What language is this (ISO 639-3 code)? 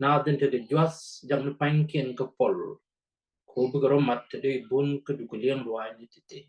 nus